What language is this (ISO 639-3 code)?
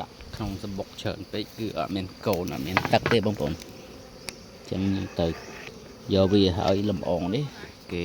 khm